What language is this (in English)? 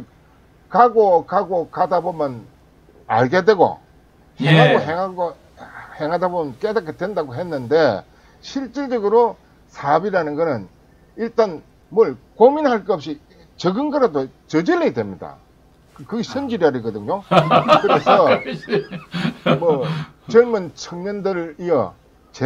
Korean